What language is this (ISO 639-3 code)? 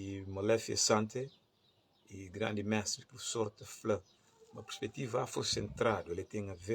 kea